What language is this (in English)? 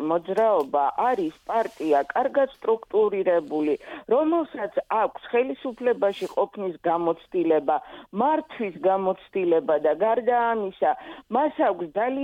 Georgian